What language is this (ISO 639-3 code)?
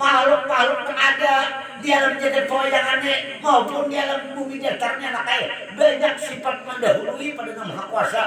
bjn